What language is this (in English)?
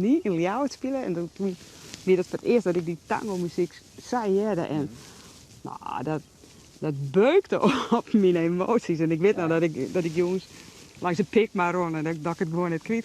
Western Frisian